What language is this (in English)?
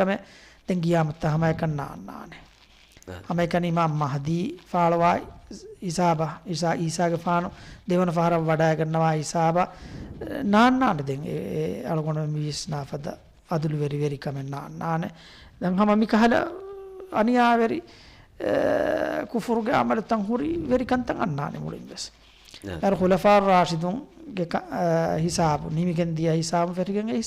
Divehi